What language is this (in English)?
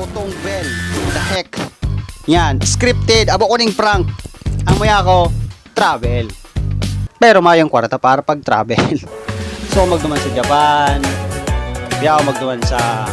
Bikol